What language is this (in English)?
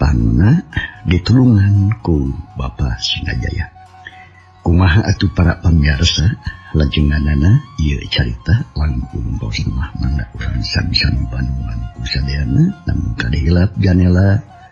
Sundanese